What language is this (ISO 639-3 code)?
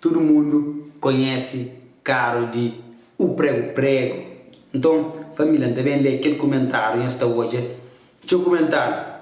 kea